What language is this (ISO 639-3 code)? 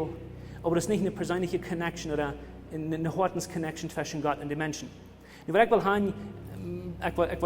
pdt